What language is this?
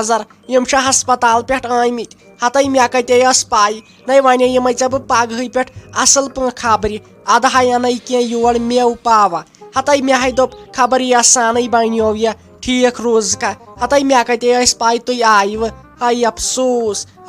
Kashmiri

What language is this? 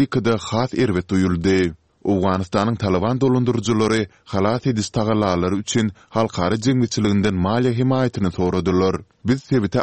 Turkmen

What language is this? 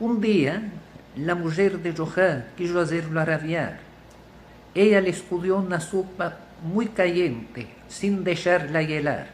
Ladino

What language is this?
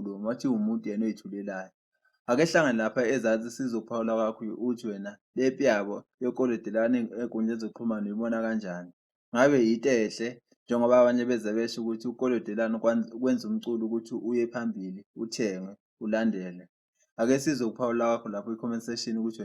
Zulu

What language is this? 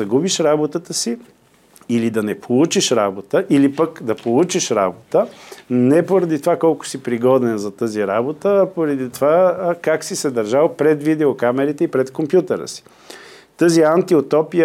Bulgarian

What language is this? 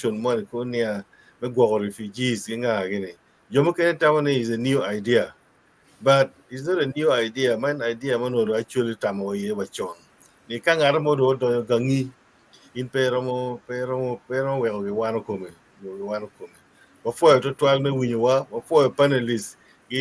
Acoli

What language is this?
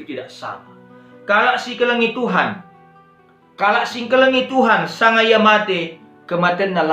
Batak Karo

